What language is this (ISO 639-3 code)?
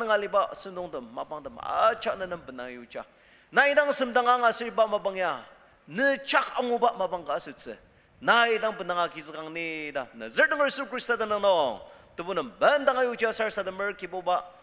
njo